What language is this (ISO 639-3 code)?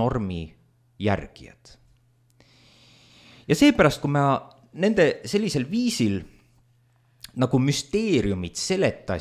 est